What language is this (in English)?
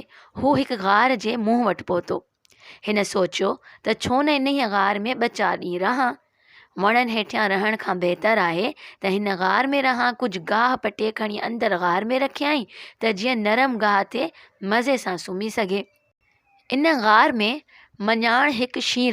Sindhi